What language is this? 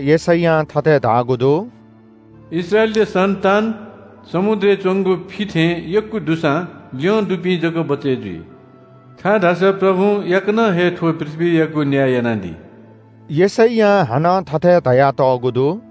Newari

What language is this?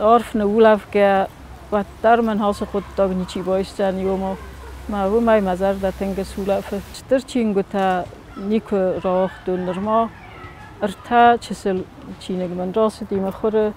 Ossetic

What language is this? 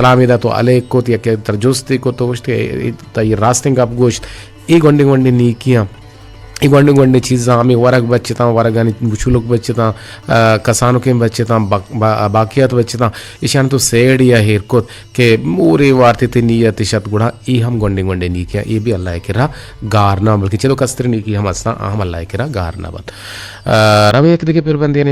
Eastern Balochi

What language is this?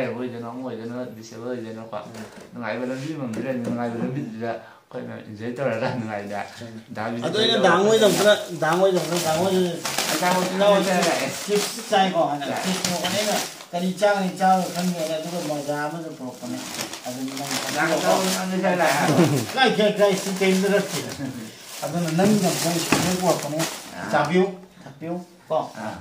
Manipuri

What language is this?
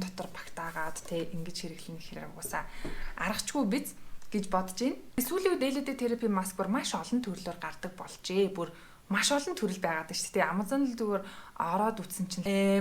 Mongolian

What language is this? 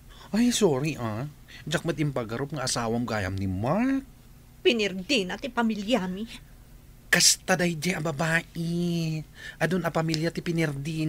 Iloko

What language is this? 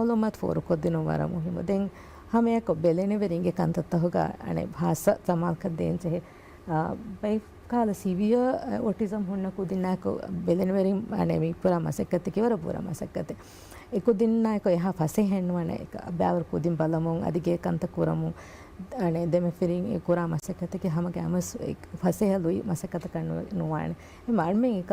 Divehi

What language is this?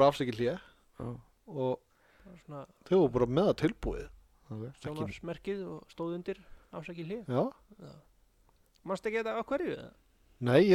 Icelandic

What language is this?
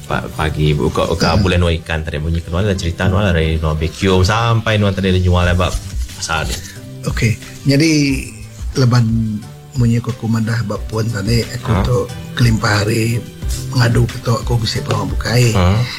Iban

